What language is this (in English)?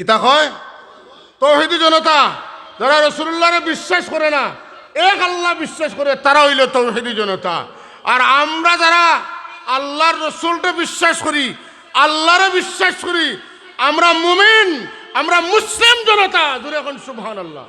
Sylheti